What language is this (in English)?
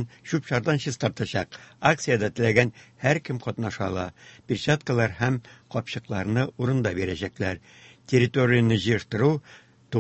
Tatar